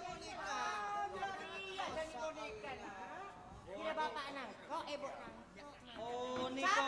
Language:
Madurese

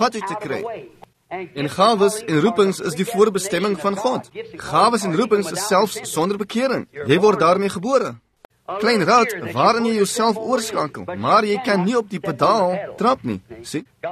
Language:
Afrikaans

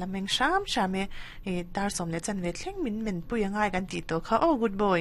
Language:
Mizo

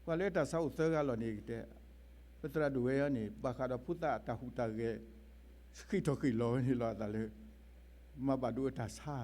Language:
S'gaw Karen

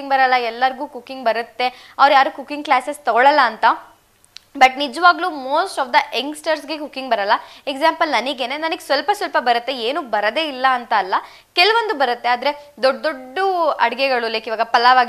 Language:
Kannada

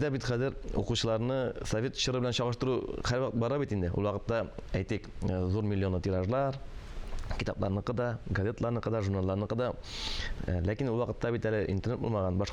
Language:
Tatar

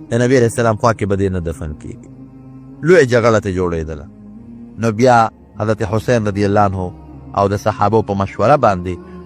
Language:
Pashto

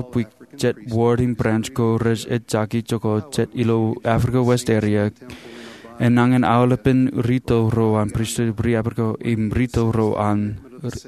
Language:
Marshallese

